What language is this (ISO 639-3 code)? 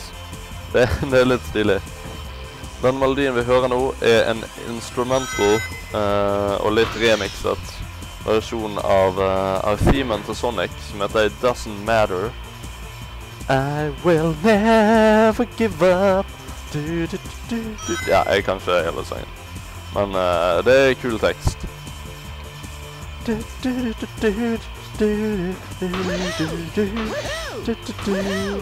nor